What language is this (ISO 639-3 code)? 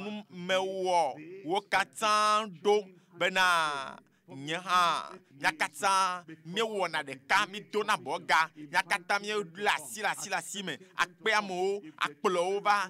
ewe